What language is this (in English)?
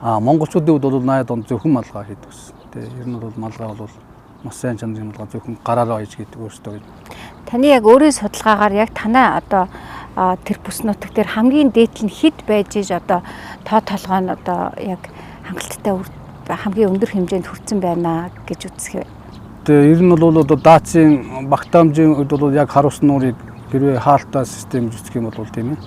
Mongolian